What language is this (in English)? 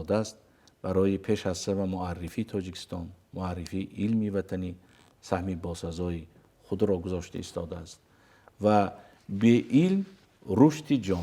Tajik